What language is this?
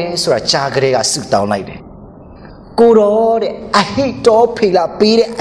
Burmese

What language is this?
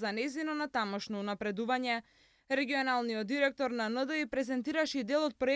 Macedonian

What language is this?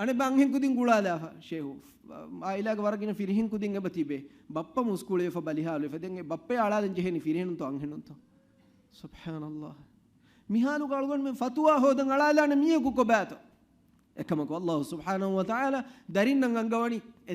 Divehi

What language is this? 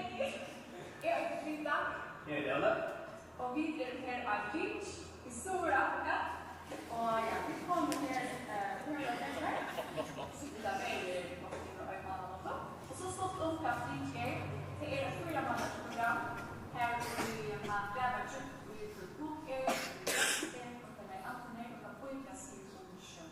Faroese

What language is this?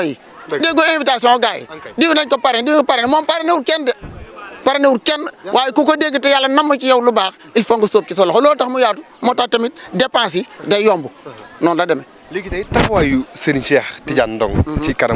Wolof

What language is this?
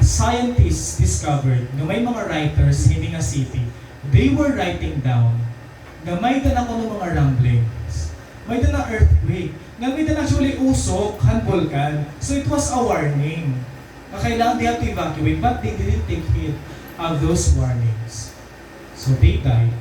Waray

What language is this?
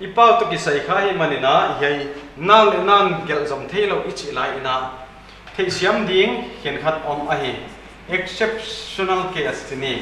Paite Chin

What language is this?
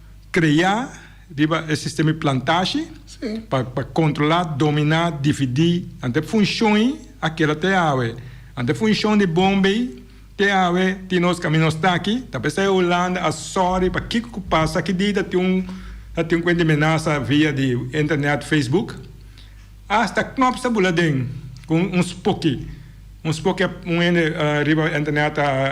Papiamento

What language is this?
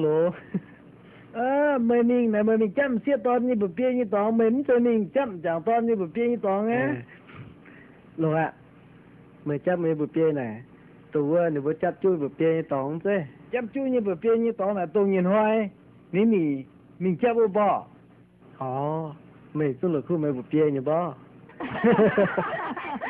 Vietnamese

